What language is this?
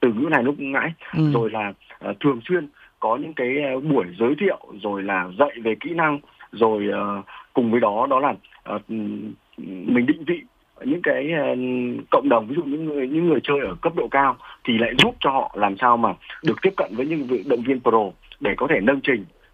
Vietnamese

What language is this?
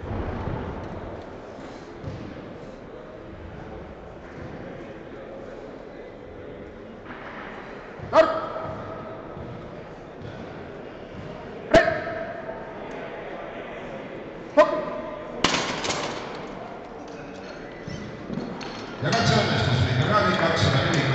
Estonian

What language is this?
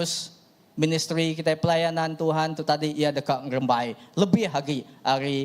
Iban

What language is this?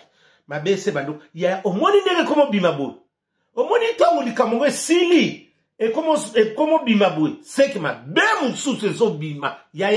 Lingala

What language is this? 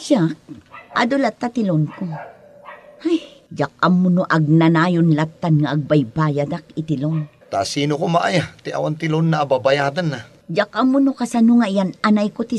Iloko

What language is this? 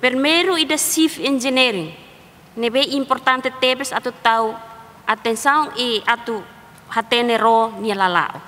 Tetum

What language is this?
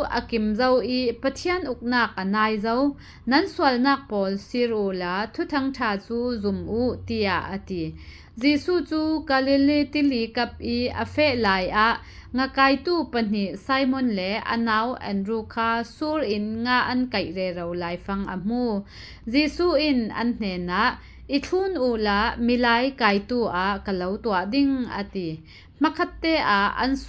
Falam Chin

